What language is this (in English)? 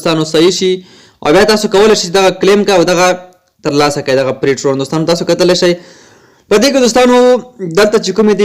Pashto